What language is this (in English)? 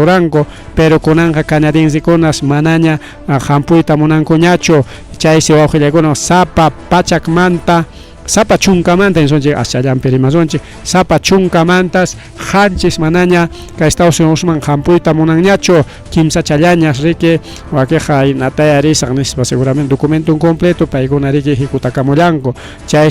Ayacucho Quechua